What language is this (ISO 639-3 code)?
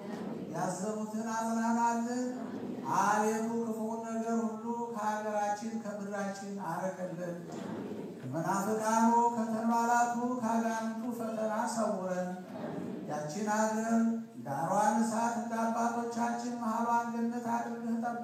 amh